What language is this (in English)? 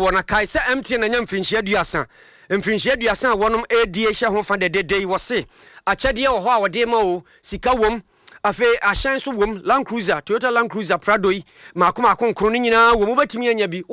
Akan